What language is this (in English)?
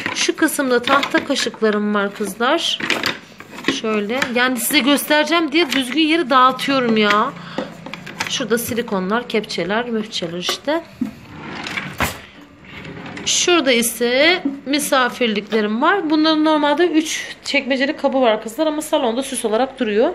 Turkish